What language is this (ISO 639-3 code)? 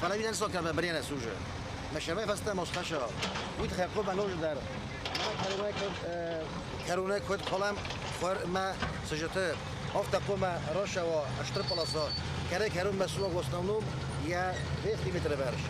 oss